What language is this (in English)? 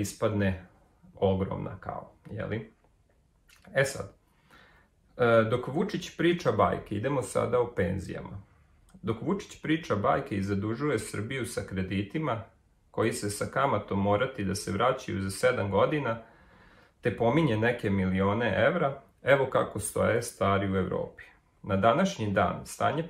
Serbian